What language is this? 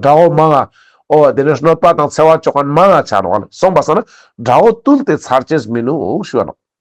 Ladakhi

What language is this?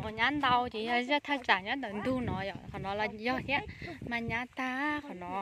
Hmong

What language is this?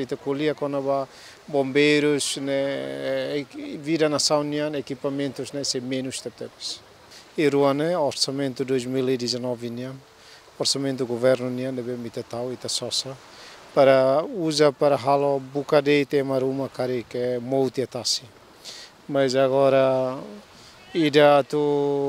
Tetum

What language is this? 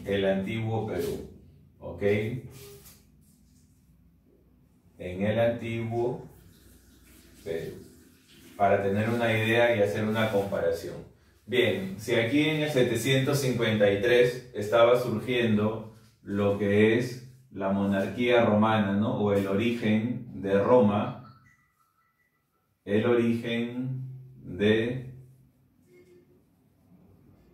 Spanish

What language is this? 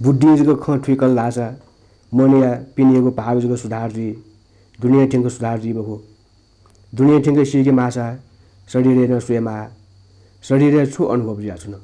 Newari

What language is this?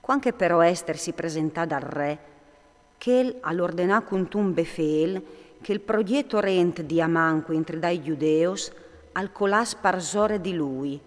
Friulian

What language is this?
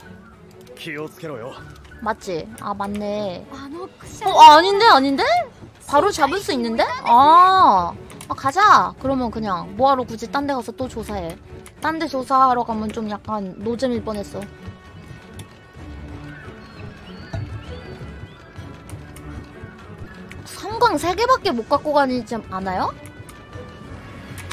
Korean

